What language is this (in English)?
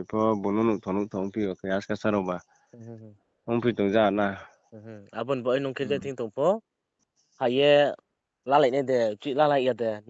Riang (India)